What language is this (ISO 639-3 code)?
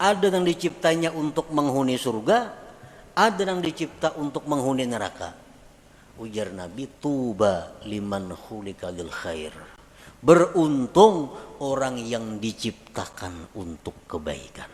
bjn